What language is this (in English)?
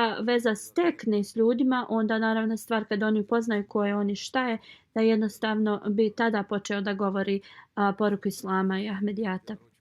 Bosnian